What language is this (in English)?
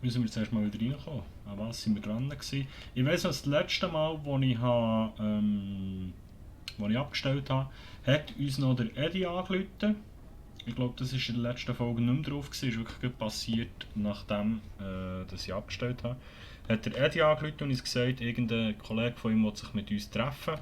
Swiss German